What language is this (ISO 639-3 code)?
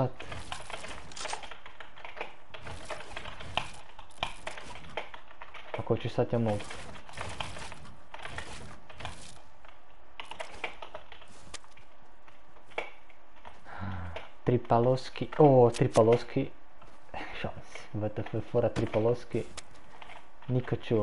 hrv